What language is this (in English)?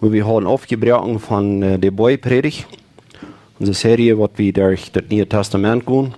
Plautdietsch